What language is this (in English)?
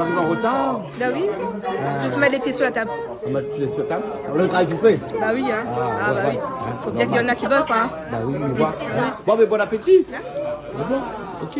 Réunion Creole French